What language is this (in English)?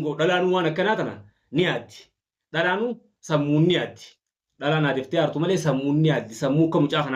Oromo